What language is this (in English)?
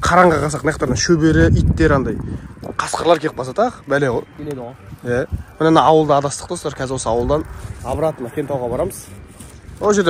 Kazakh